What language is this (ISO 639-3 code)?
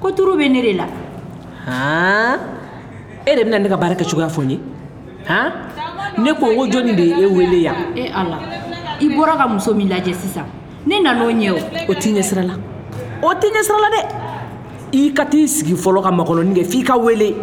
bam